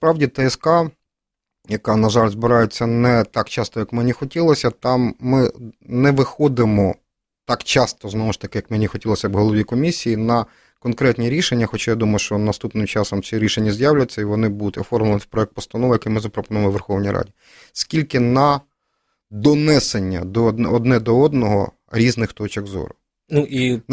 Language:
Ukrainian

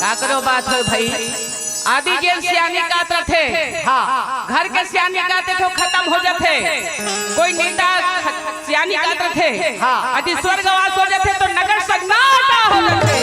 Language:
Chhattisgarhi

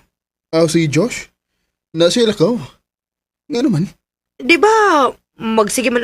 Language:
Cebuano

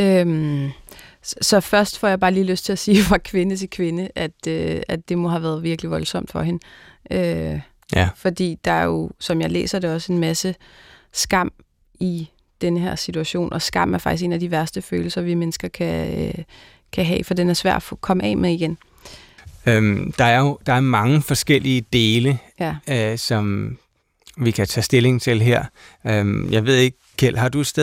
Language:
Danish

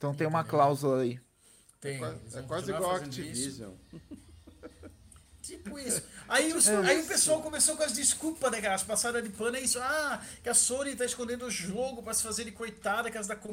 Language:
Portuguese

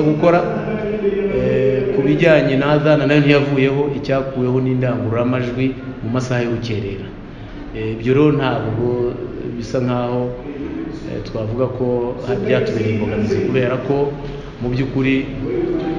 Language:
Kinyarwanda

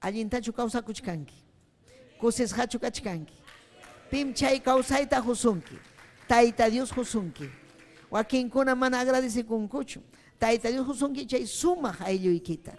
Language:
Ayacucho Quechua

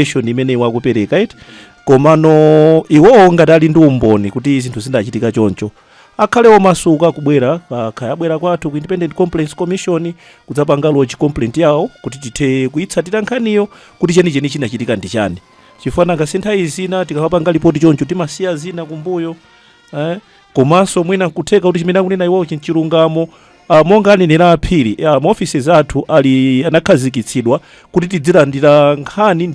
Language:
Nyanja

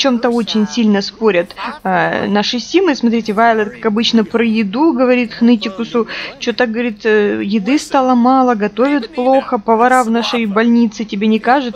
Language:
Russian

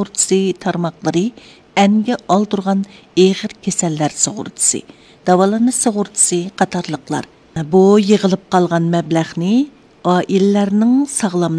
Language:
Uyghur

